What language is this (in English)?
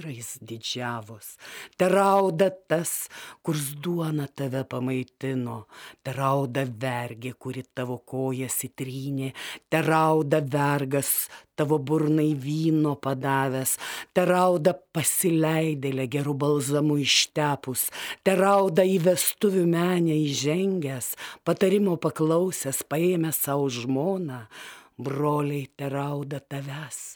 Lithuanian